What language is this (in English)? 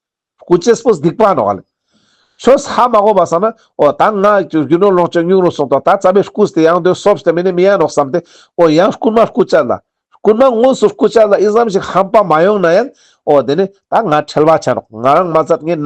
Ladakhi